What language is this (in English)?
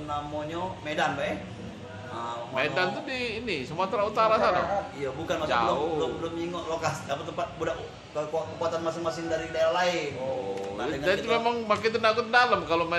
Musi